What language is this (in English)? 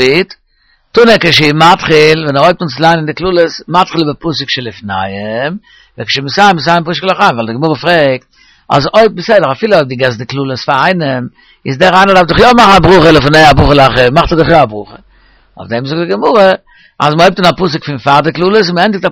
Yiddish